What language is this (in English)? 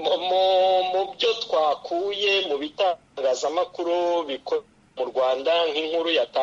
Kinyarwanda